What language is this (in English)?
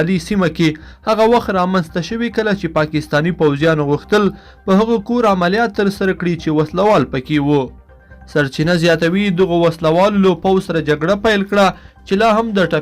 Pashto